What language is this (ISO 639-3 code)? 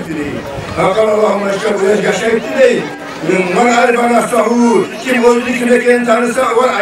kum